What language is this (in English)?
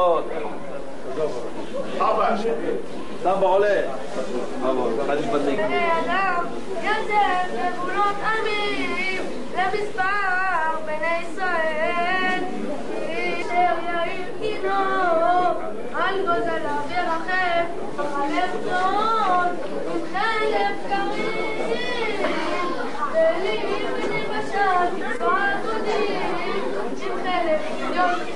Hebrew